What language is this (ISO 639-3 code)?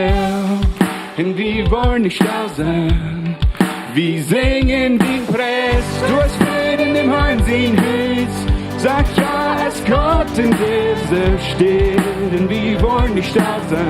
pdt